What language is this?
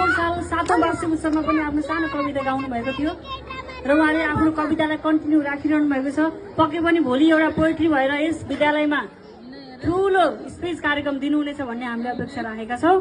Nepali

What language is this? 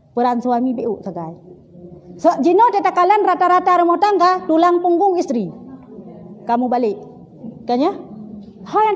Achinese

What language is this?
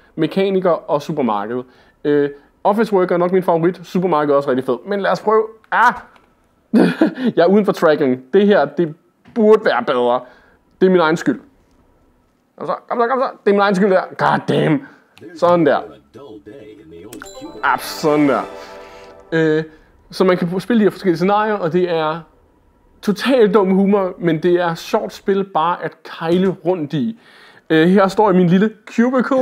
Danish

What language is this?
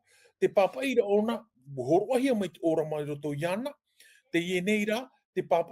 Tahitian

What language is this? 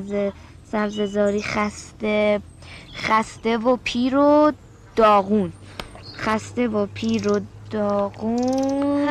Persian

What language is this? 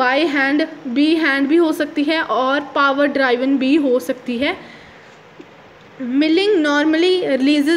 Hindi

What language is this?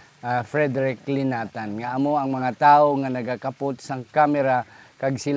Hiligaynon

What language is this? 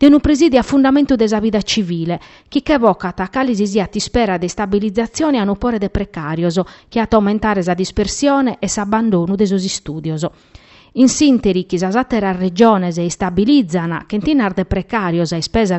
Sardinian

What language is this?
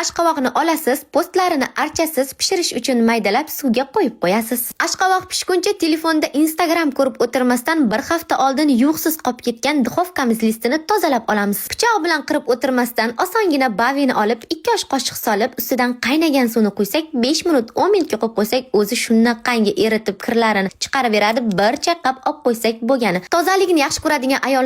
Uzbek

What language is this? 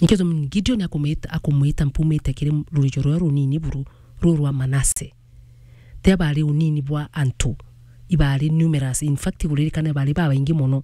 Meru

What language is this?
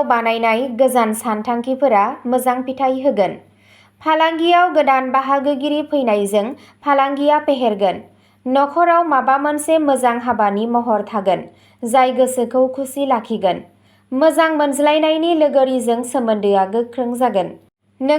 Bodo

